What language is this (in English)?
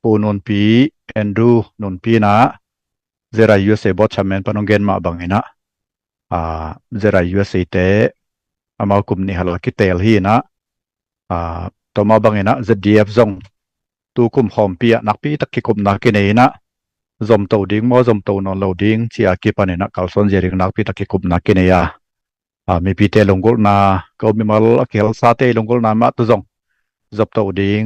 Tedim Chin